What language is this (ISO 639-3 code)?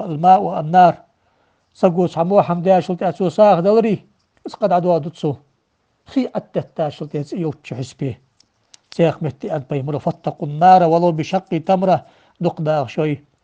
inh